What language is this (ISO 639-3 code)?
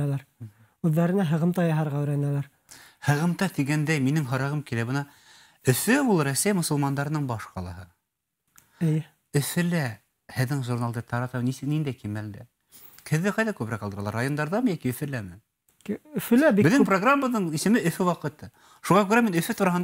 bak